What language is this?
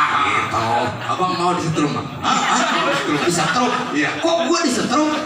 Betawi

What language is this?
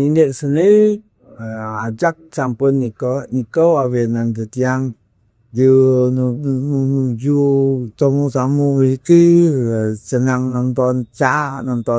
Balinese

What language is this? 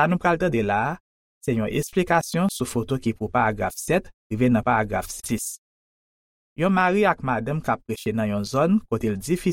Haitian Creole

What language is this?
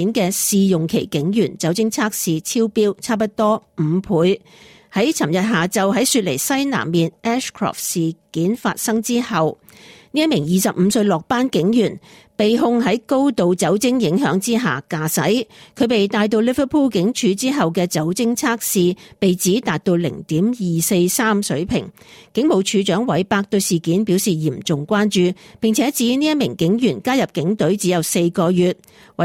Cantonese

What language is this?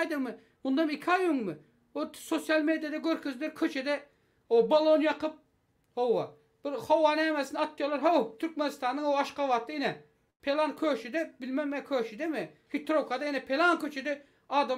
Turkmen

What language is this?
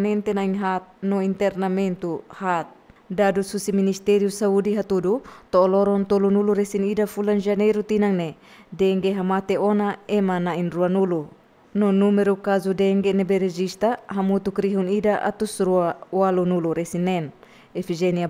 Tetum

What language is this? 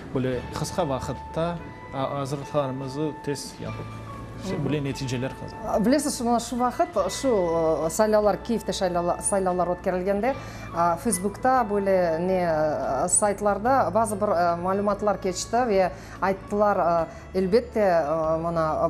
Crimean Tatar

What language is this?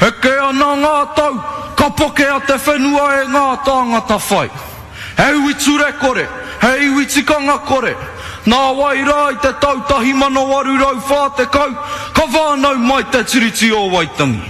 Māori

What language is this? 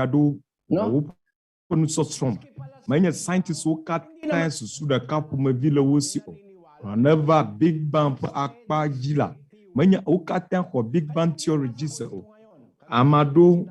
Ewe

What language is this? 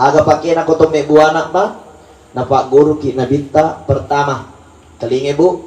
Buginese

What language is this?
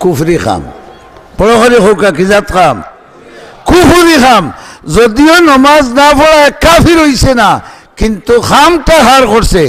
Sylheti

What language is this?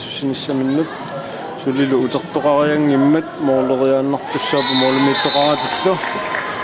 Kalaallisut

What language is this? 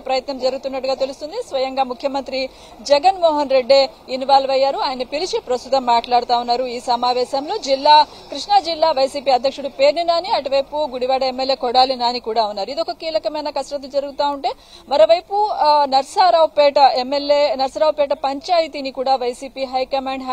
Telugu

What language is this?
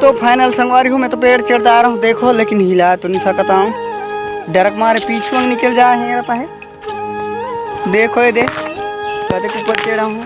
Chhattisgarhi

